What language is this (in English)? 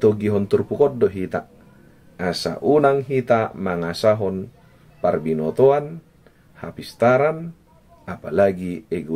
Batak Toba